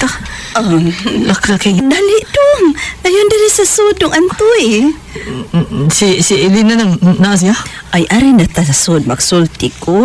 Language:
Cebuano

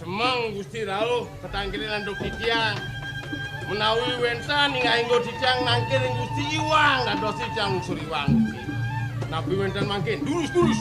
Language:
Balinese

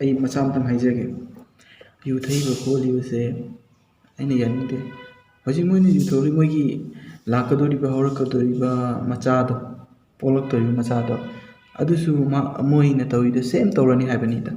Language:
Manipuri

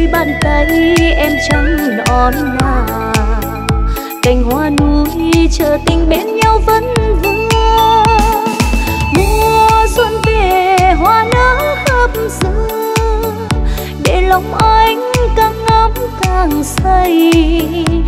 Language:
Vietnamese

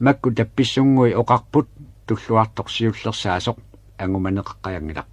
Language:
Kalaallisut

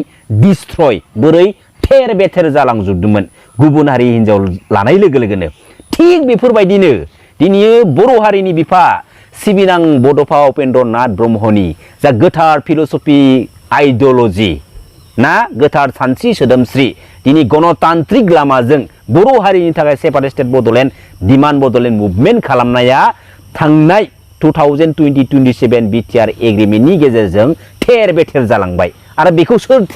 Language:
Bodo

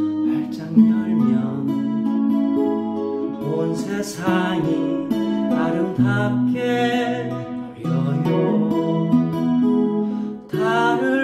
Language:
Korean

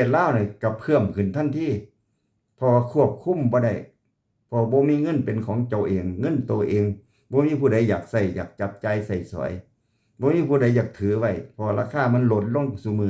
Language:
Lao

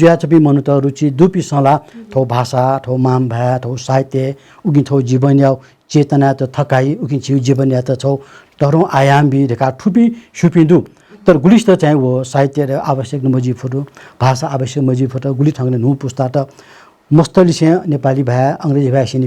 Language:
Newari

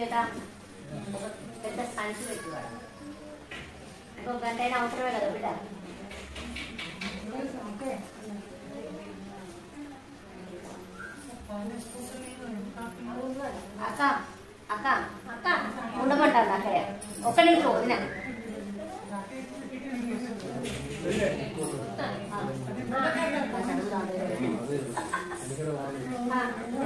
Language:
Telugu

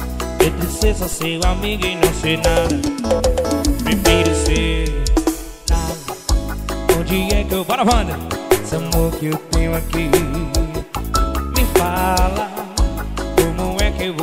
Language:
Portuguese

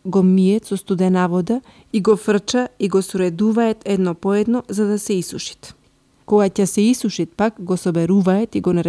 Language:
Macedonian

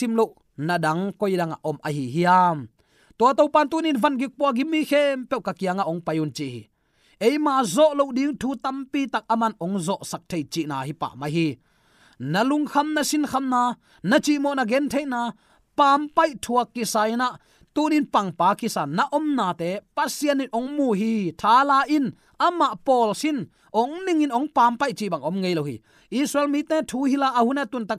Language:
Tedim Chin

